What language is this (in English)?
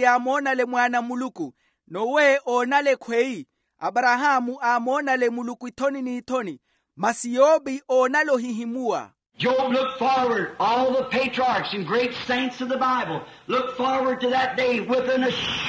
Makhuwa